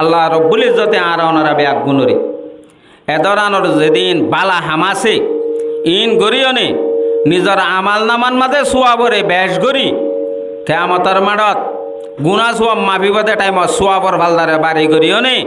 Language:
Rohingya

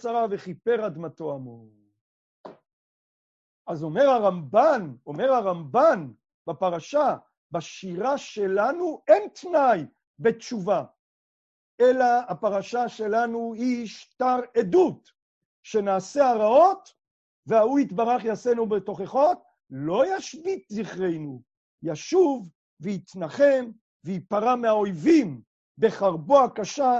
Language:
Hebrew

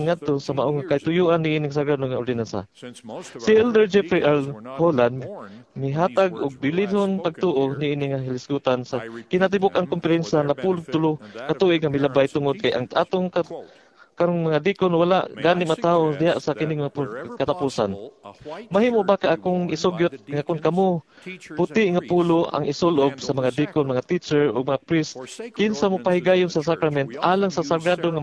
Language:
Cebuano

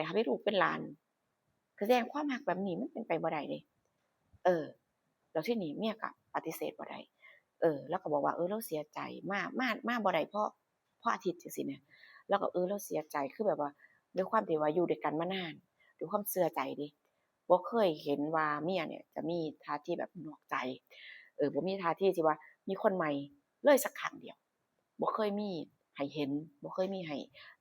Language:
Northeastern Thai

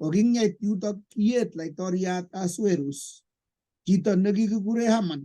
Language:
Kalenjin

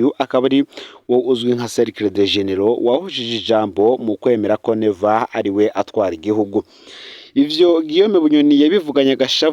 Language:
Rundi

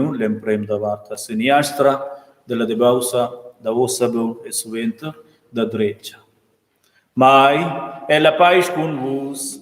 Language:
Romansh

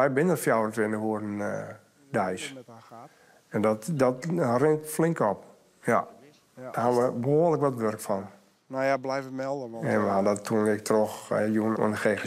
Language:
Western Frisian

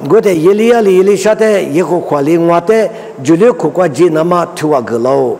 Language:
Lisu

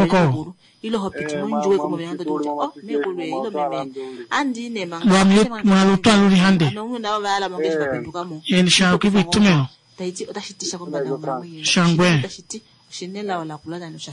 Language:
Kuanyama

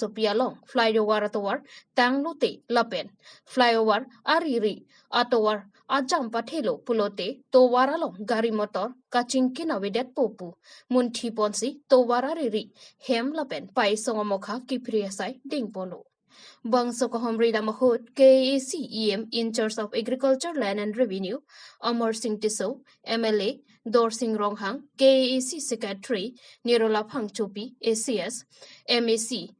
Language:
Karbi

